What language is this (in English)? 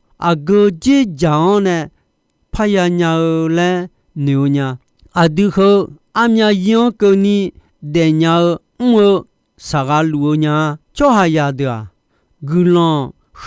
Akha